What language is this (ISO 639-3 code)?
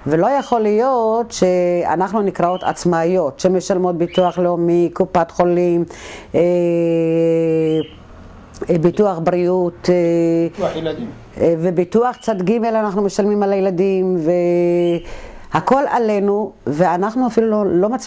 heb